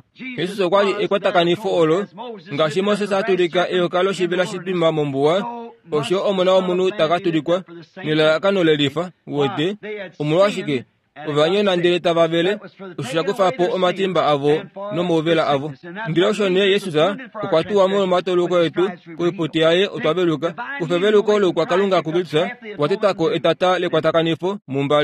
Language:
Kuanyama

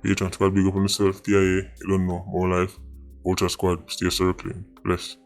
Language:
Jamaican Creole English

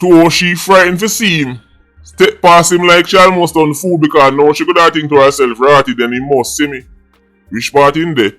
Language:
Jamaican Creole English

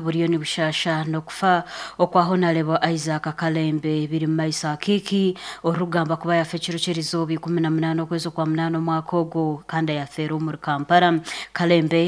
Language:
Nyankole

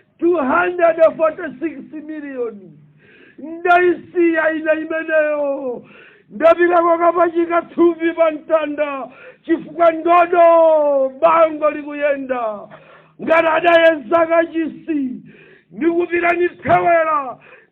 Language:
Nyanja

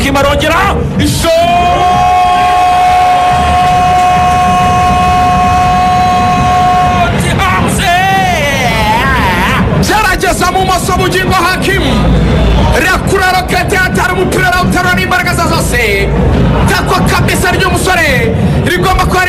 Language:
Kinyarwanda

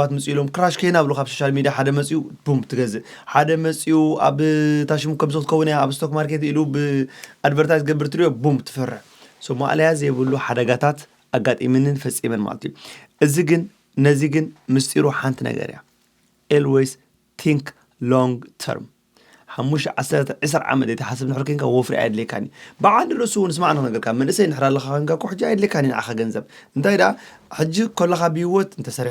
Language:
Tigrinya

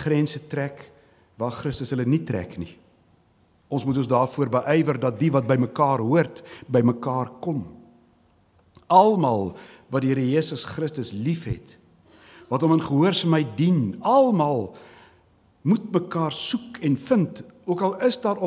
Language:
Afrikaans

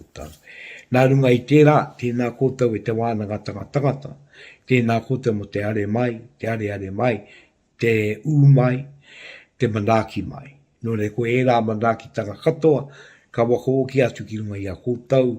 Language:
Māori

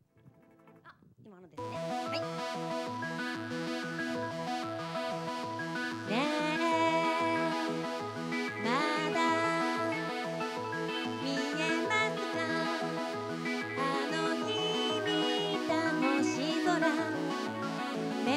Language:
Japanese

